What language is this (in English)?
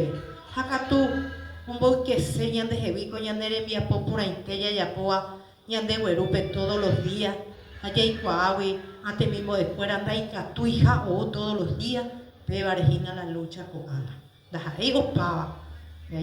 Guarani